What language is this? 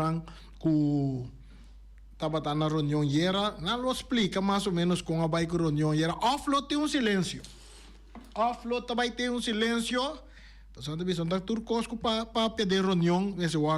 Papiamento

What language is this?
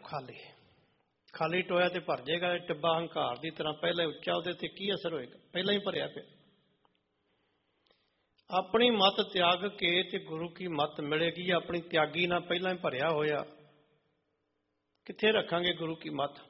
Punjabi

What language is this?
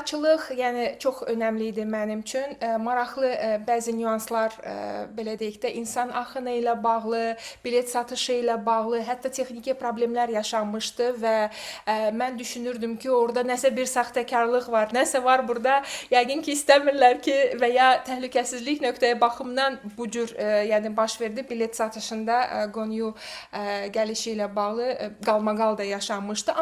Azerbaijani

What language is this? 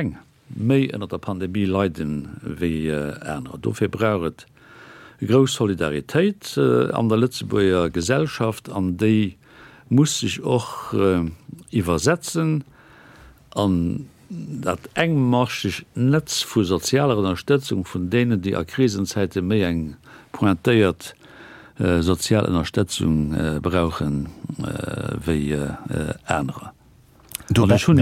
Luxembourgish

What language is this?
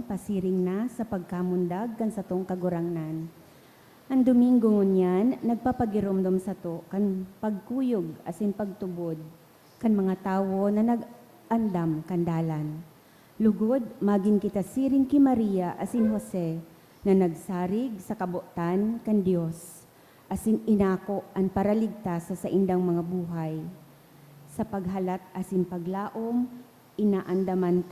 Bikol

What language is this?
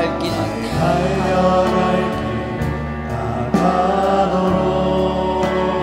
Korean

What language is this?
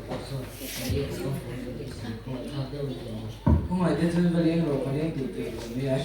Mizo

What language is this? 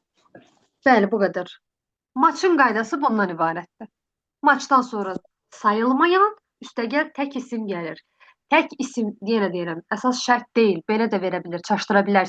Azerbaijani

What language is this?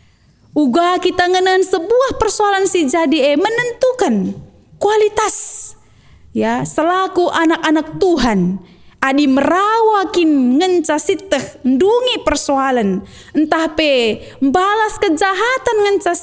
Batak Karo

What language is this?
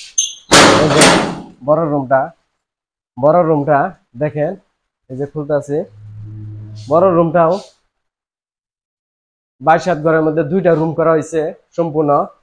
Bangla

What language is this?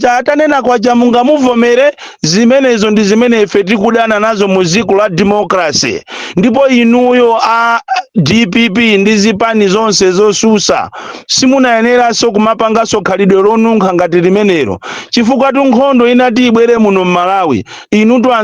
Nyanja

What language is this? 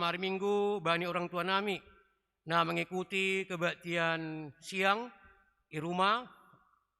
Batak Simalungun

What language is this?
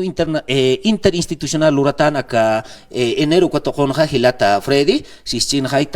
Aymara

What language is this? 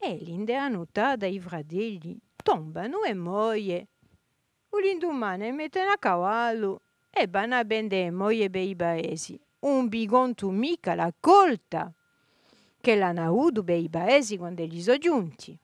Corsican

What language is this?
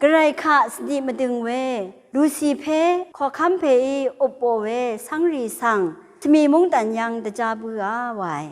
Rawang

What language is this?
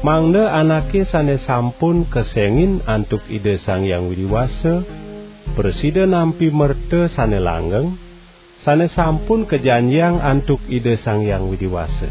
Balinese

